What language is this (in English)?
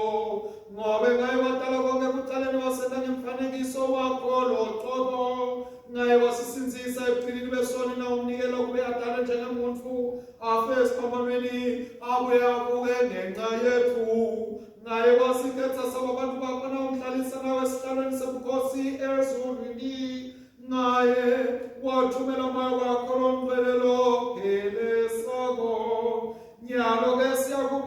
Swati